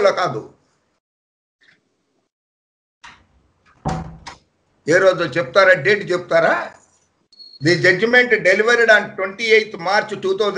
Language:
Telugu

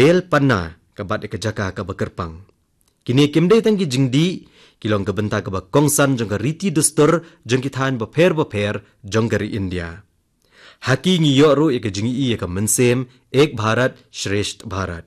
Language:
Khasi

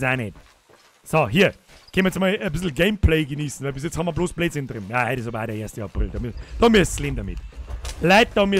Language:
Bavarian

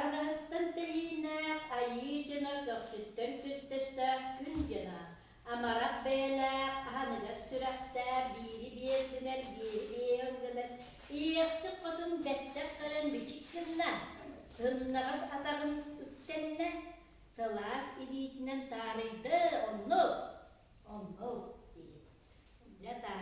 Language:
Yakut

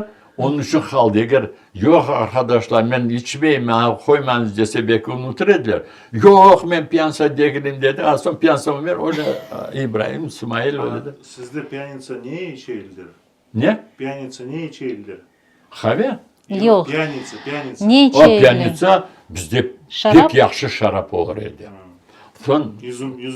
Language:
Crimean Tatar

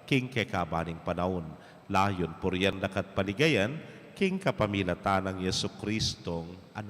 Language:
Pampanga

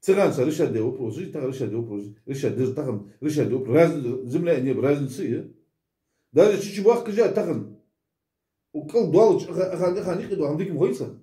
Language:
Ingush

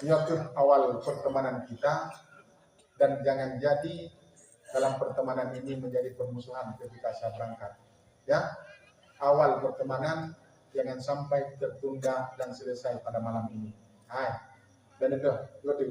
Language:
Achinese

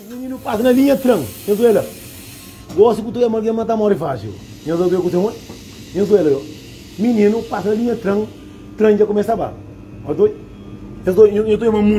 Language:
Kabuverdianu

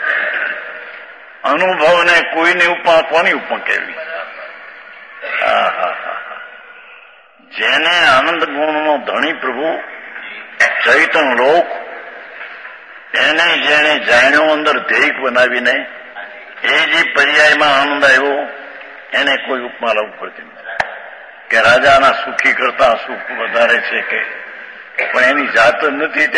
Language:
Gujarati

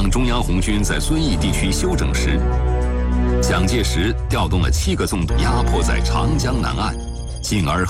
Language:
Chinese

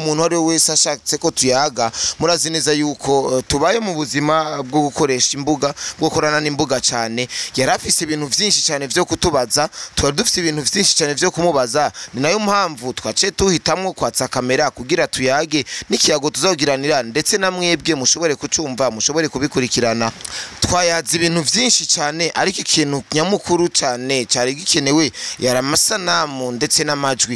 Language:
Rundi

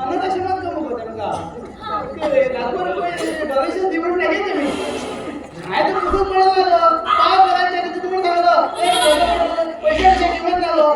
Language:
Konkani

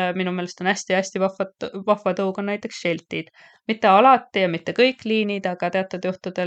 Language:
Estonian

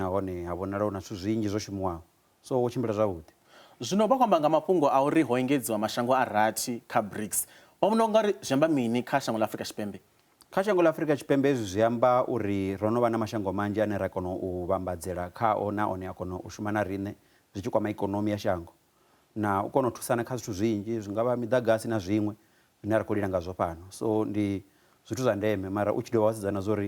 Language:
Venda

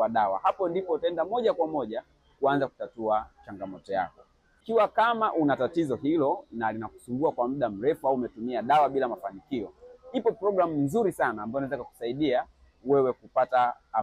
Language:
Swahili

